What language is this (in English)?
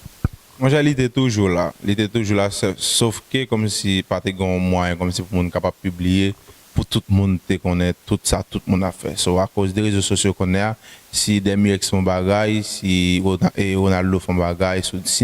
Haitian Creole